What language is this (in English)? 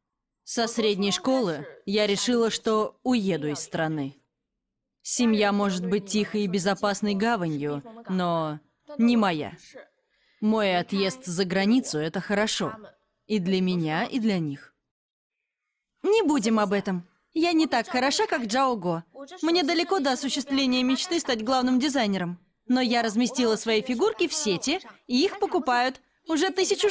Russian